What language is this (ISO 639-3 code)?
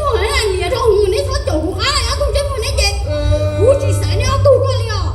hmn